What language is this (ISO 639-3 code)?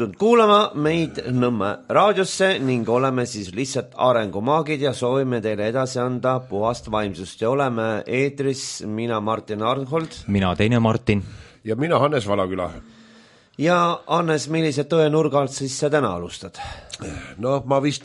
est